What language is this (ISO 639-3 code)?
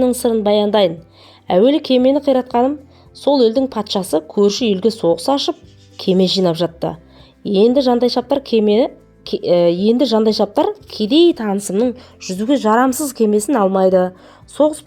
kaz